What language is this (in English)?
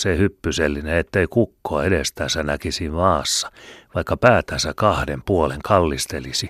Finnish